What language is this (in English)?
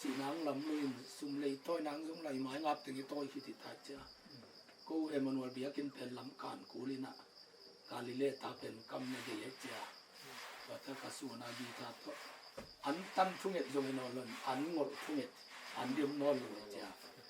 Tedim Chin